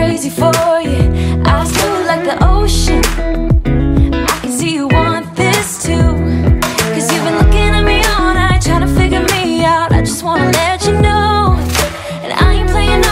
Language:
English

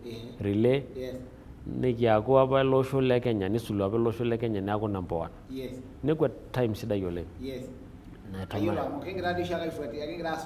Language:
Masai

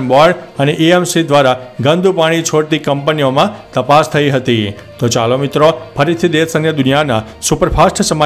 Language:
Gujarati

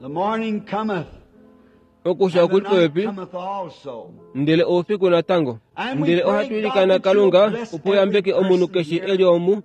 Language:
Kuanyama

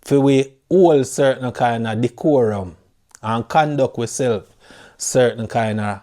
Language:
Jamaican Creole English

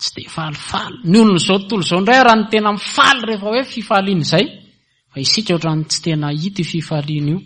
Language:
Malagasy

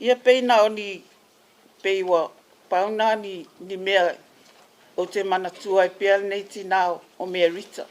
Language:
Samoan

